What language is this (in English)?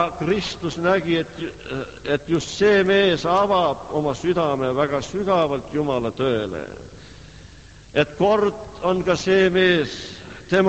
Estonian